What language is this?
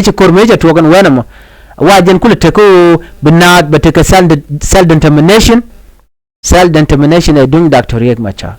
Nuer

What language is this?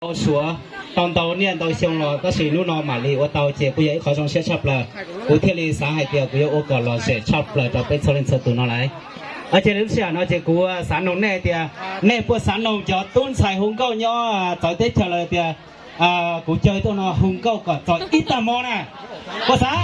Hmong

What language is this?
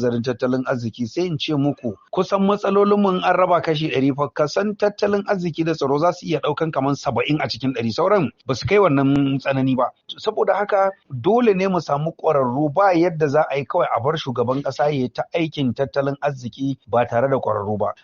Hausa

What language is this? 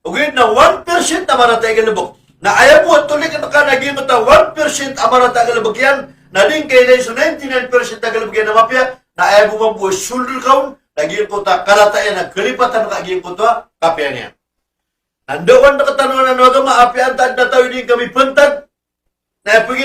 Maranao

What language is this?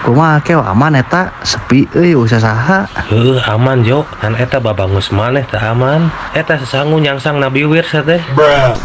Sundanese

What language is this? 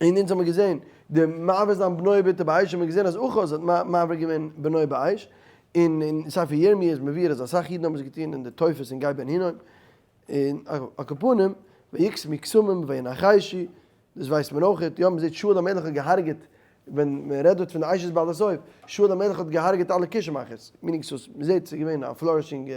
Yiddish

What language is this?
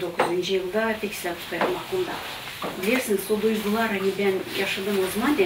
Gagauz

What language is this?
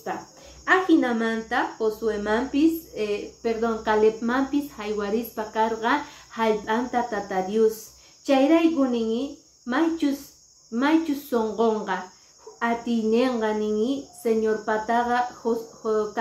Quechua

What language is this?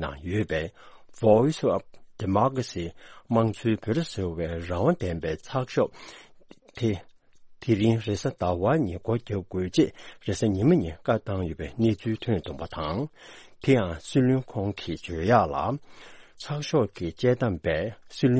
Tibetan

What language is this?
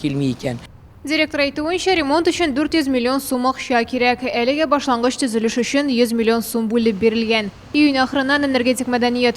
Tatar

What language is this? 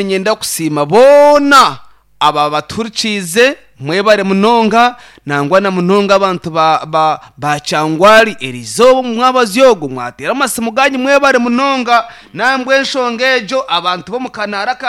Nyankole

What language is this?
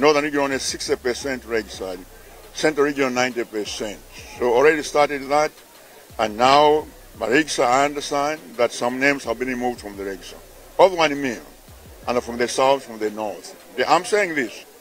Nyanja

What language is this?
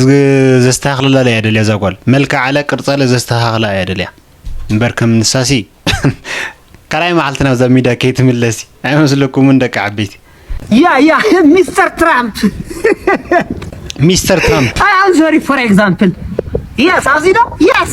Tigrinya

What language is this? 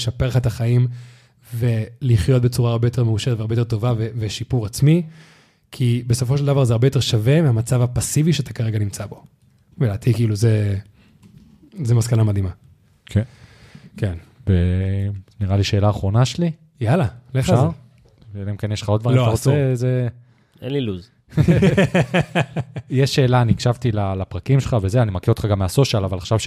Hebrew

